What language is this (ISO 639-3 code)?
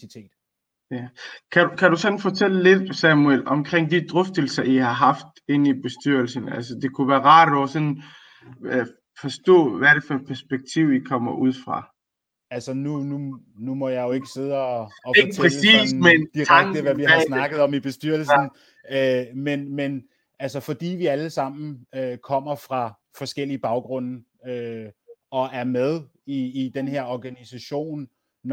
dan